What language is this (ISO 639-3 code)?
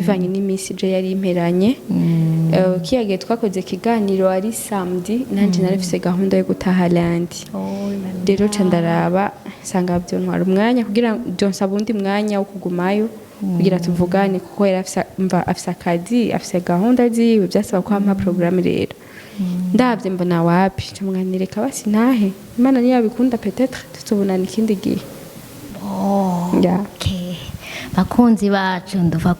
run